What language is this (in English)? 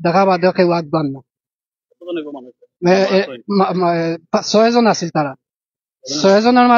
Sylheti